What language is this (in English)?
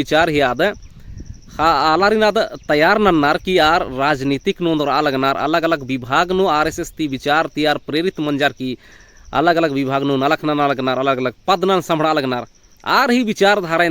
Kurukh